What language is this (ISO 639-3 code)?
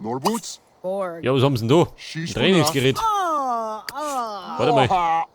bar